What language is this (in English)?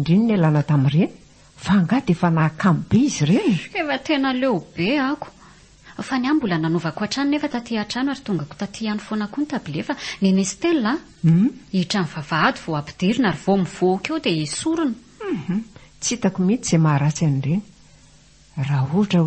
Malagasy